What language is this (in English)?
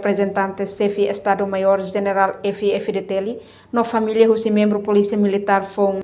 Tetum